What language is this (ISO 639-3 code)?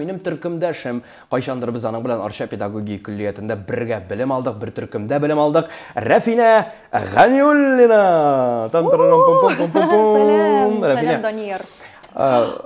tat